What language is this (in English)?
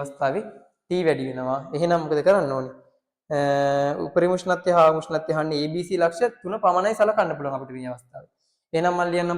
Sinhala